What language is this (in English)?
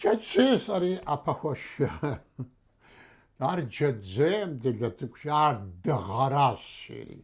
Kabardian